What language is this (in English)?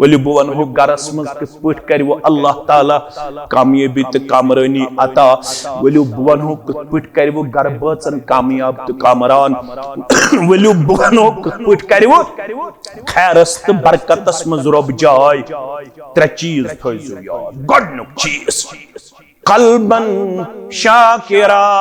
Kashmiri